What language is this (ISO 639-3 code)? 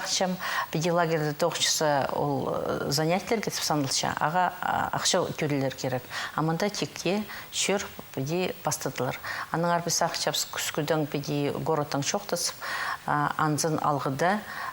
kjh